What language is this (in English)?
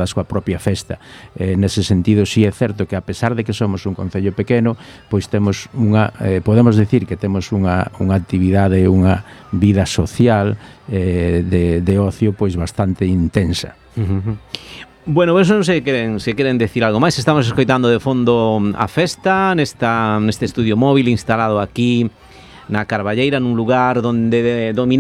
Galician